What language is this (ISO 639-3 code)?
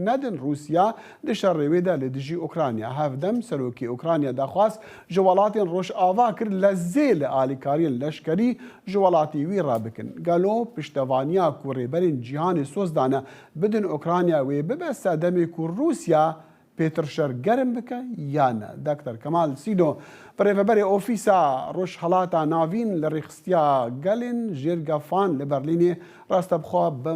kur